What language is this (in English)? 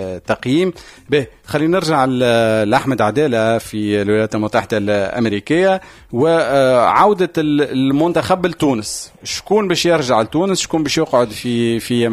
Tunisian Arabic